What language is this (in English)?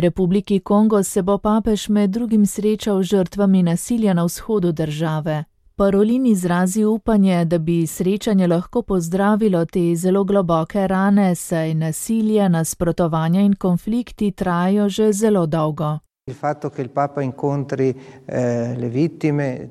Slovenian